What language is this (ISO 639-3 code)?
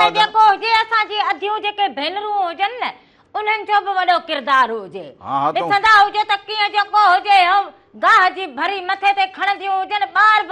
snd